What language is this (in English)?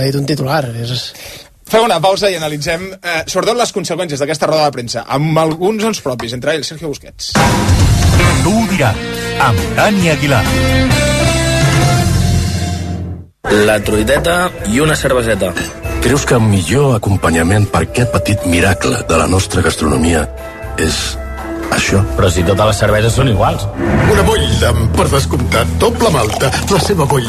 Catalan